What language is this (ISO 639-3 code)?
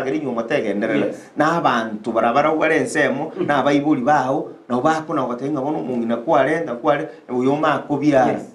guz